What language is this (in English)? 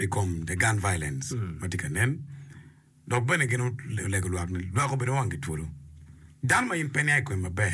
Acoli